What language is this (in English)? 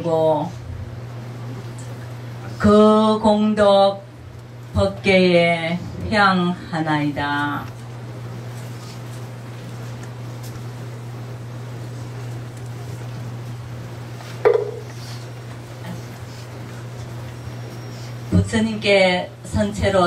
Korean